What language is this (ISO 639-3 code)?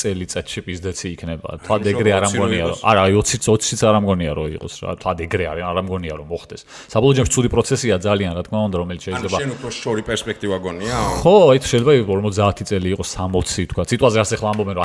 kat